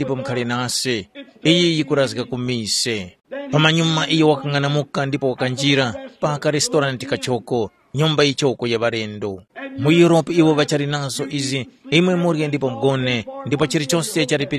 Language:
Tumbuka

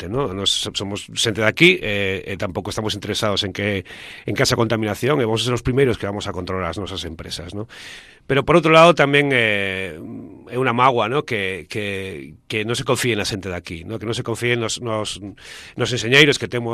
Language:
Galician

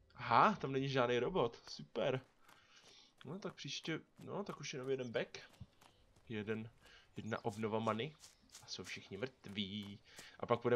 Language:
Czech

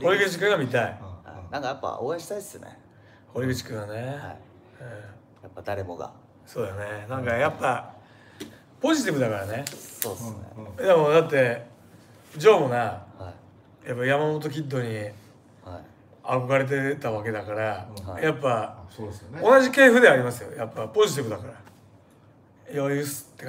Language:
Japanese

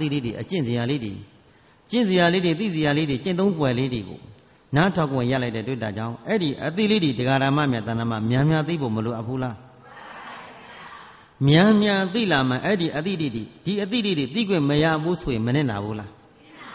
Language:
Burmese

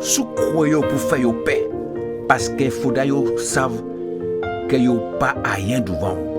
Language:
Guadeloupean Creole French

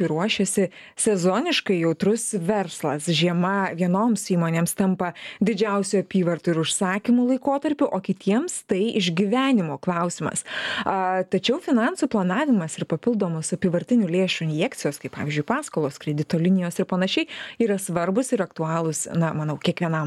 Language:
Lithuanian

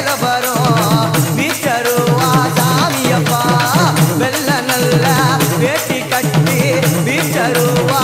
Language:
Tamil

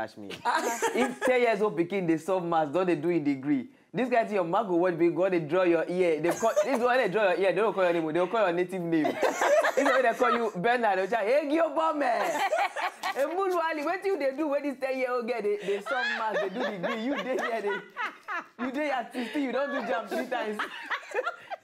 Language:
Nigerian Pidgin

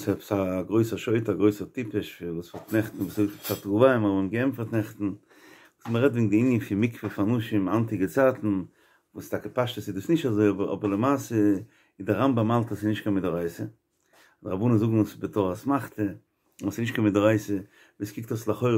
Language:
Yiddish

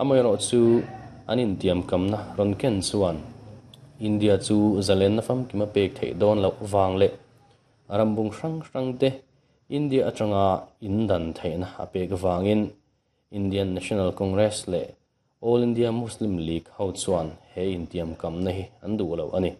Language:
Mizo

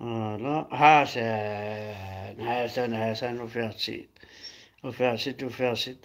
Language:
Kabyle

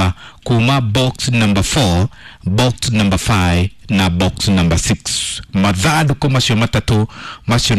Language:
Kikuyu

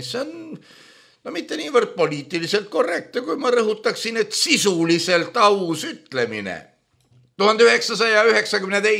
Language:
Estonian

